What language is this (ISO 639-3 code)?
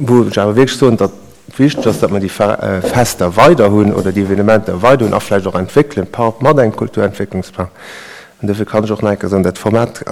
ltz